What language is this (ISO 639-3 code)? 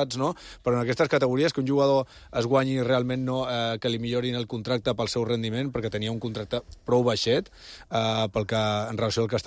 cat